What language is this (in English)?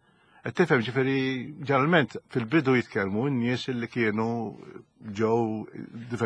Maltese